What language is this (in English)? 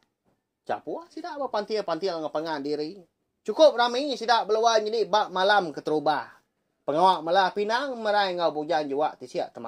Iban